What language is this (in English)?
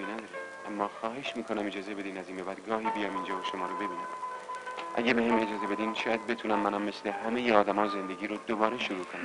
Persian